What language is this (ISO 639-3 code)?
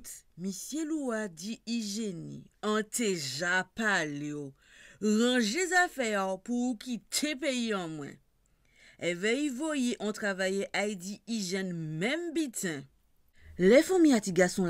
gcf